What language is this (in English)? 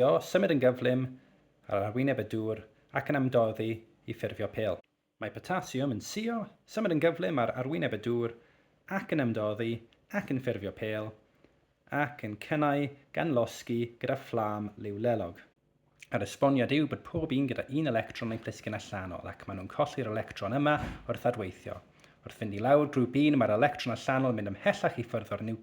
Welsh